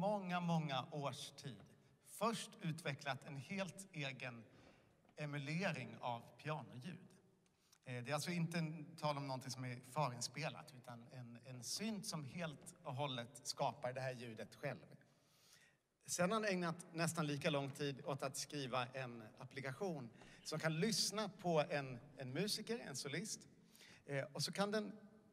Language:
Swedish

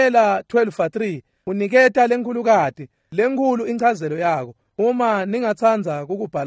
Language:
Swati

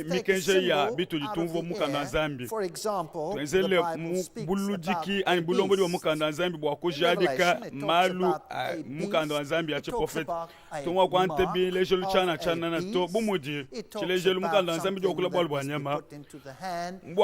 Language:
Luba-Lulua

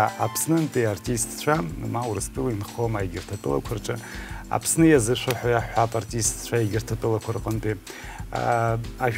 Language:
Abkhazian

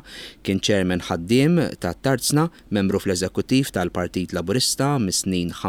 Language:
Maltese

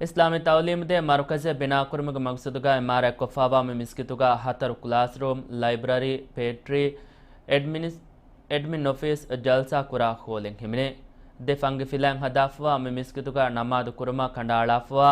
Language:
Divehi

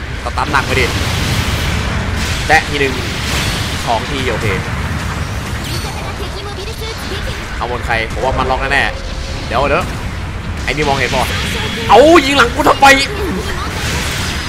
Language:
Thai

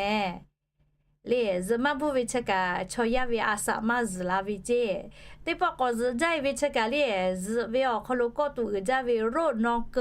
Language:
Lahu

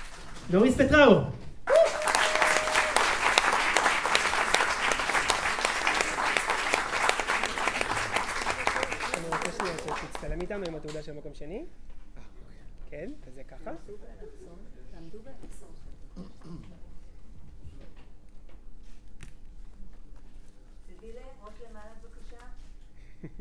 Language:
Hebrew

